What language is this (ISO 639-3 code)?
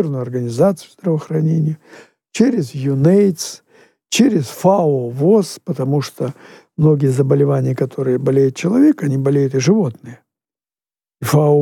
rus